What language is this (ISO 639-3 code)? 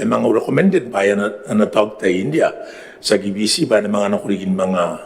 gil